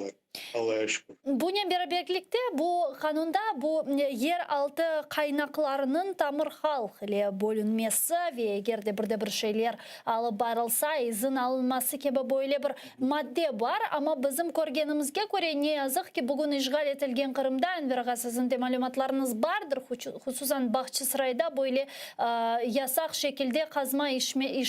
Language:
Crimean Tatar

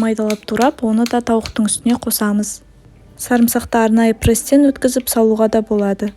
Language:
Kazakh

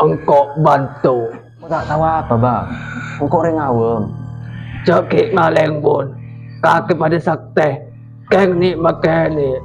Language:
Madurese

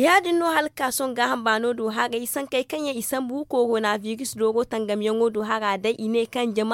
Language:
Zarma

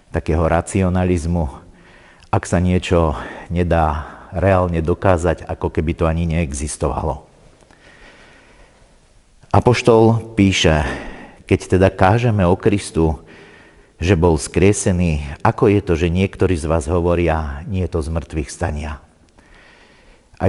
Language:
Slovak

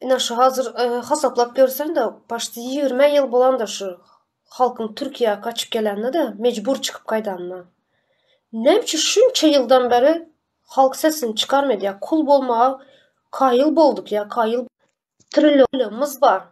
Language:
Turkmen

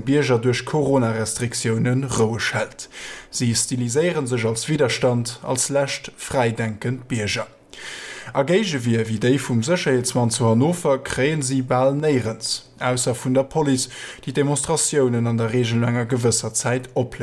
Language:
Luxembourgish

